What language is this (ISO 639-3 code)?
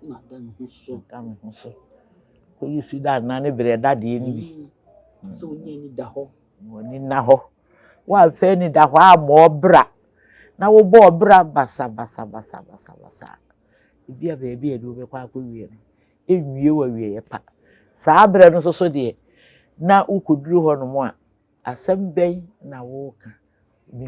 aka